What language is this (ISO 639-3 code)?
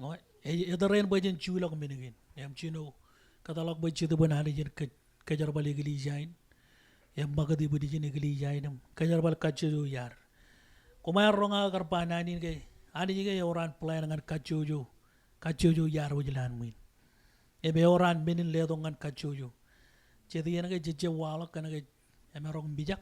mah